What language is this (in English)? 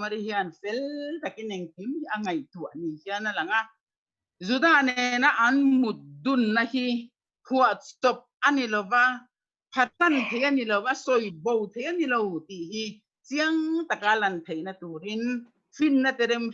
Mizo